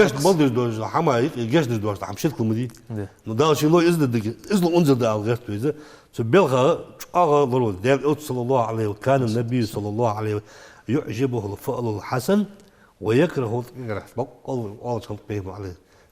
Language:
Ingush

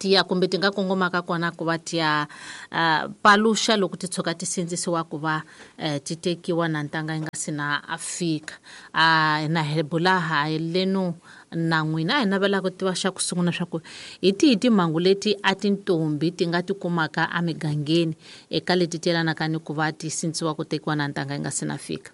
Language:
Tsonga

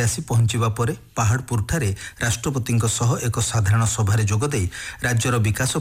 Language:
Odia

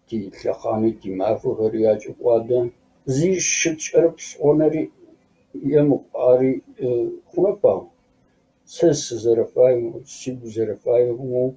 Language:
Kabardian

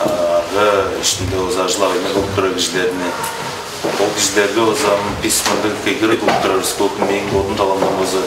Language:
Tuvinian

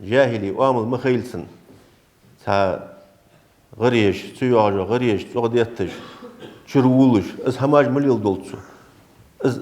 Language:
Ingush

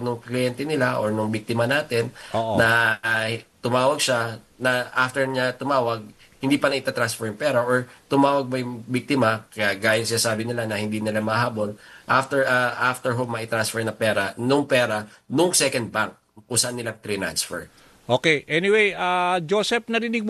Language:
Filipino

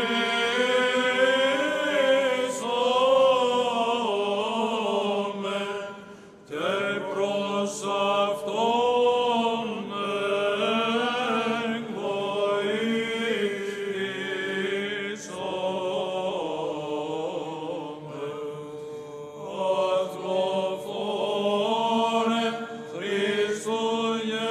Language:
Greek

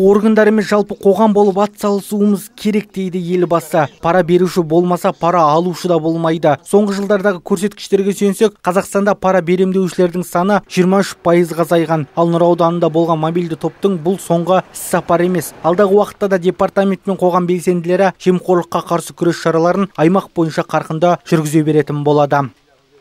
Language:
Kazakh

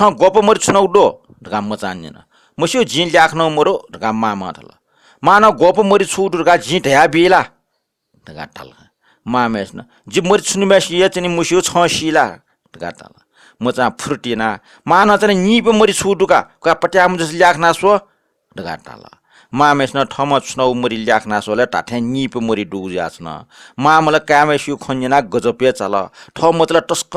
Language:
Newari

